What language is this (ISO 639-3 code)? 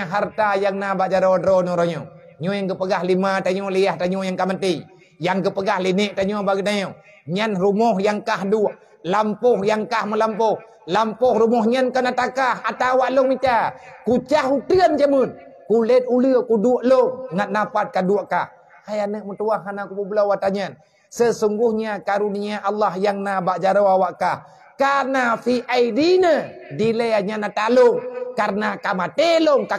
ace